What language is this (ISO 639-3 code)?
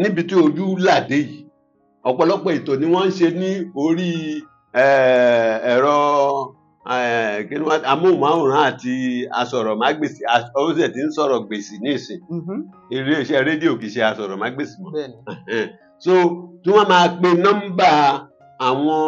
yor